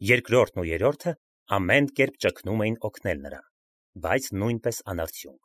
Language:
Armenian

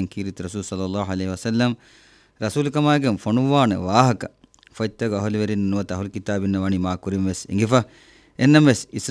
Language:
Divehi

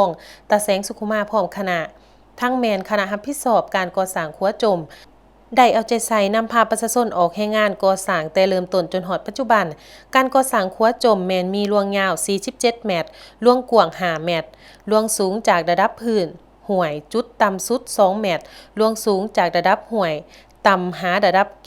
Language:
Lao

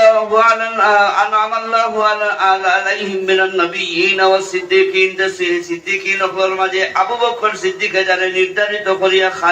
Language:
Sylheti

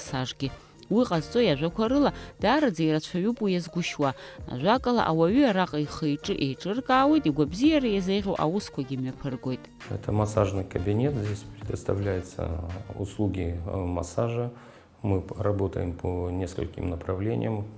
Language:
Abkhazian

